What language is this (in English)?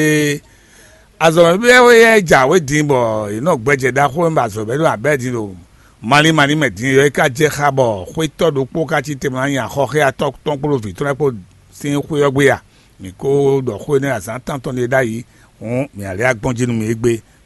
Fon